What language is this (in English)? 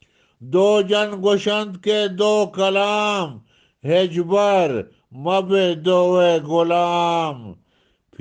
Eastern Balochi